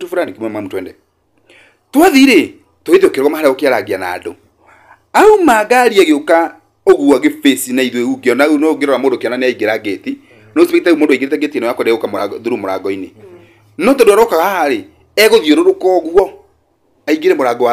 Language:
Kikuyu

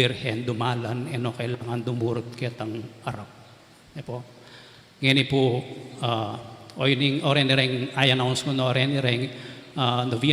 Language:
Pampanga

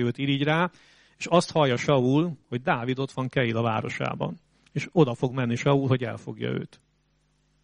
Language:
Hungarian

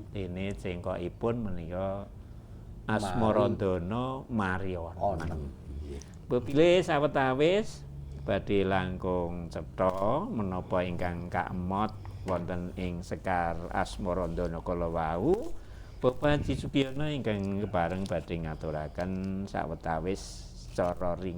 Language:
Javanese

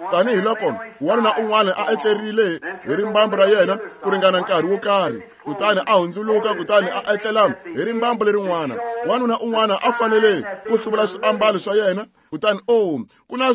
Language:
Tsonga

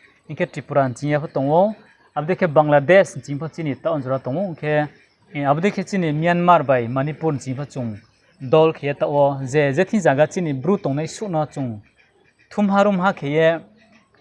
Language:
Riang (India)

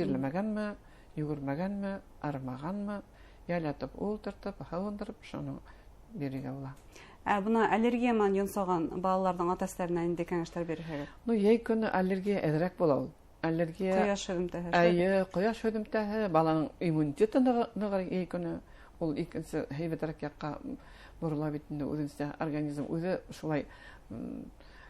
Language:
Bashkir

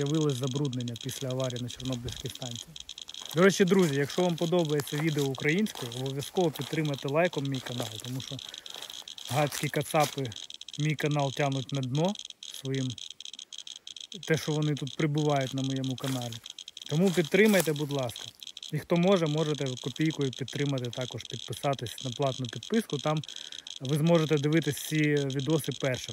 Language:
Ukrainian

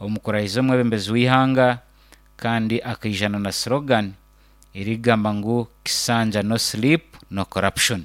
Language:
Nyankole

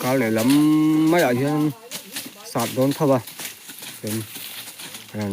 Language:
Mizo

